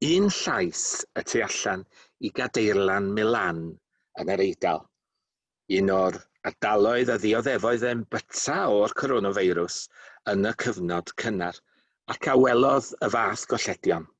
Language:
Welsh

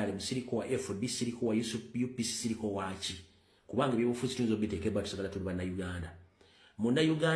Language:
Ganda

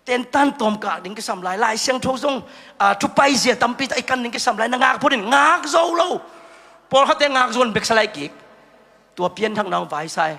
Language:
Tedim Chin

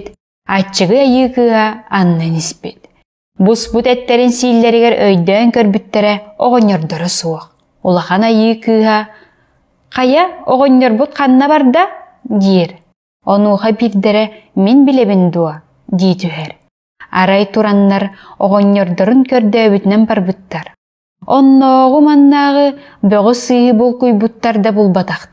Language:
Yakut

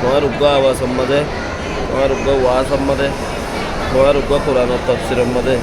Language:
Rohingya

